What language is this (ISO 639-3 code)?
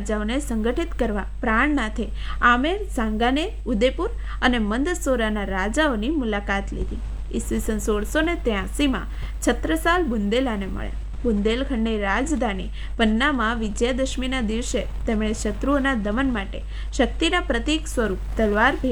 guj